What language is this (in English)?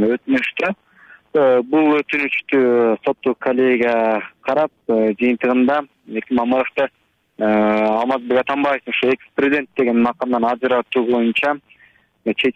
Kyrgyz